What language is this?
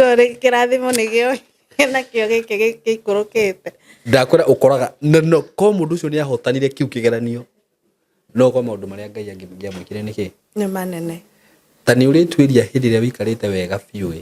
Kikuyu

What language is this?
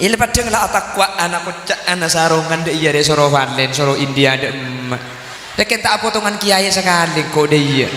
Madurese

